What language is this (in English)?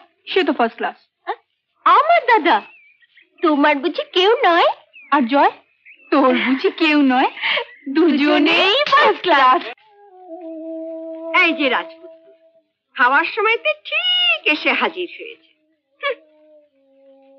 Bangla